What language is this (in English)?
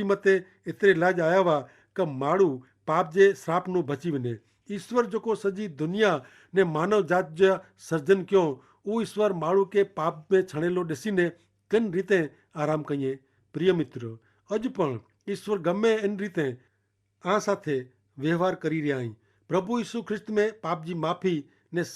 Kachhi